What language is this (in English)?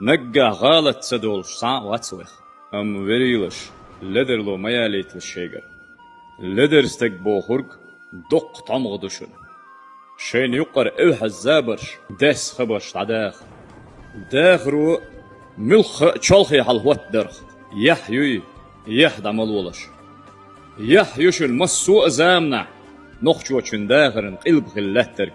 Chechen